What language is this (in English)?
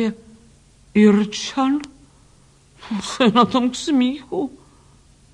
Czech